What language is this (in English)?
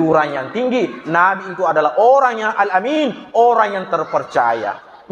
Buginese